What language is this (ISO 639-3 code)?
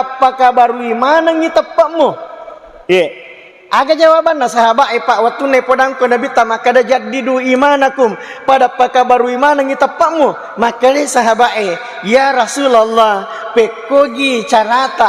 bug